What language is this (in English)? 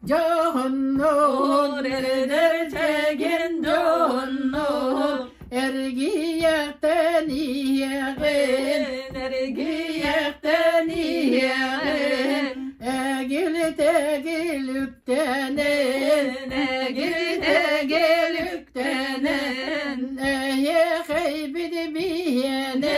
Yakut